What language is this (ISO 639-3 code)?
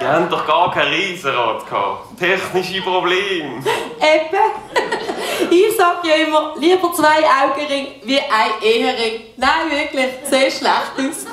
gsw